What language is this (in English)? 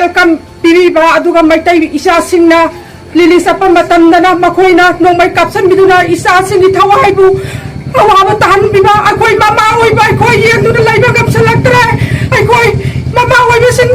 Manipuri